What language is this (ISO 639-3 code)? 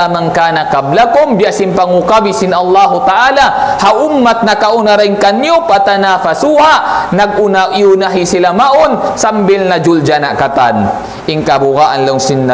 tsg